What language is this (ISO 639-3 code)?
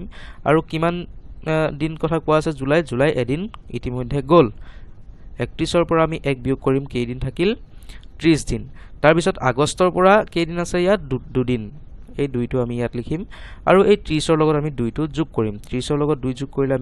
asm